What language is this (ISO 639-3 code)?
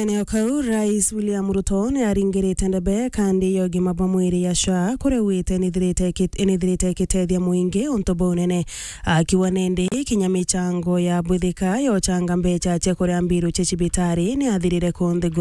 mer